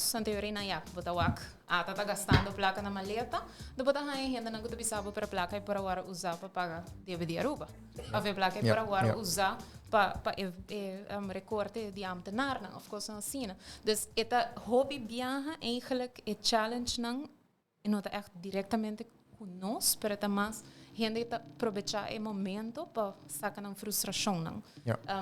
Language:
Papiamento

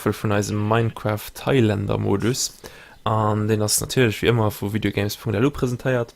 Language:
Luxembourgish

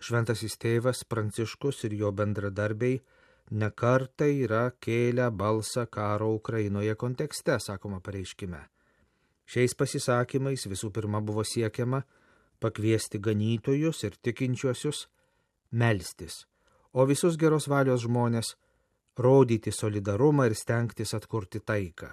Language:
Lithuanian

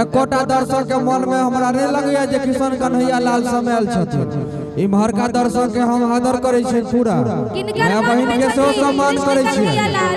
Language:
Maithili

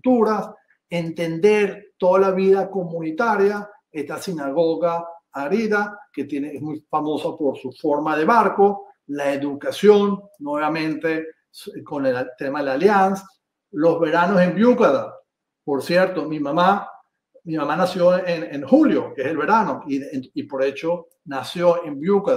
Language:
Ladino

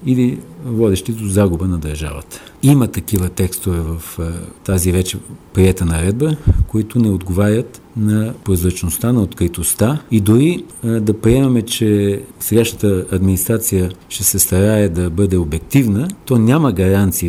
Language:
Bulgarian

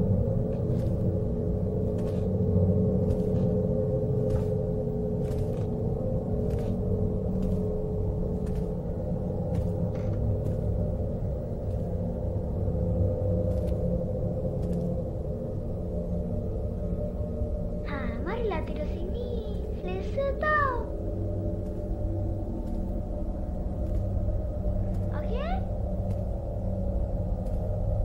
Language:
Malay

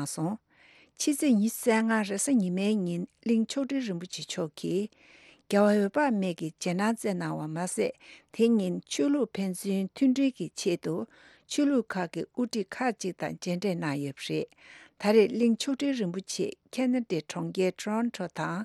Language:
Tibetan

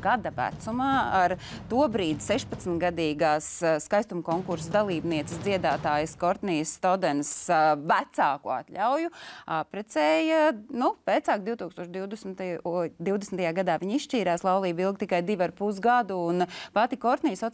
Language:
Latvian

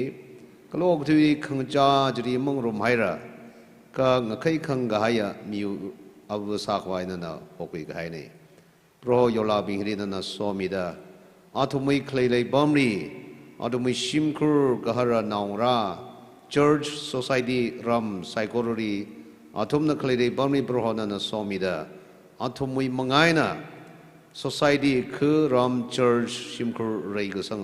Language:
Tangkhul Naga (India)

